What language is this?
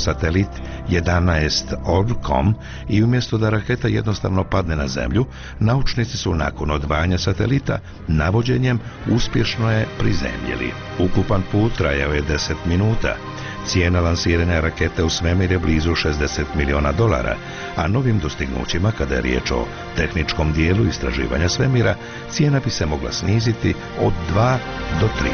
Bosnian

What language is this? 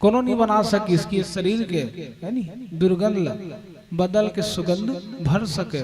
Chhattisgarhi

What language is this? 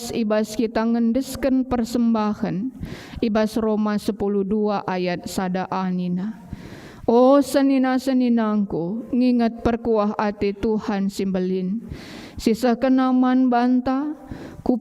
Batak Karo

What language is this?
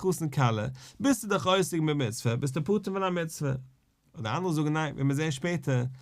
Yiddish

